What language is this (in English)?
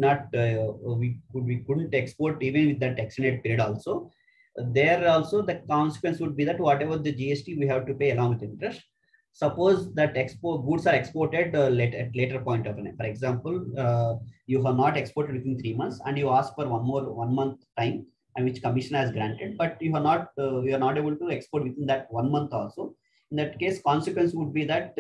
English